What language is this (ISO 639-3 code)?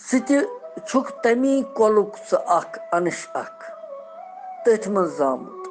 kas